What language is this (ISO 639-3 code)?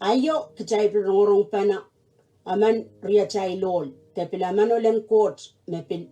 pon